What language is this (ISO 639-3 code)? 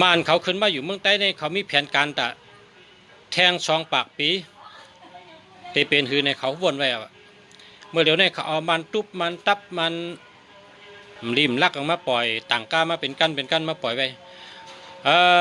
shn